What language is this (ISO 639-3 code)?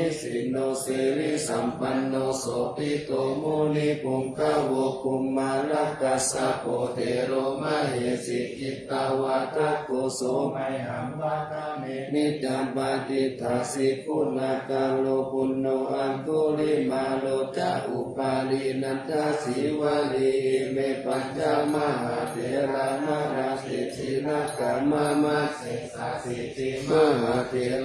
pli